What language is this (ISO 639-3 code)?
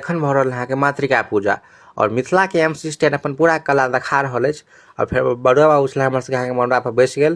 mai